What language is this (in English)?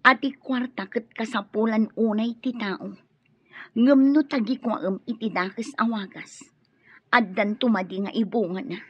Iloko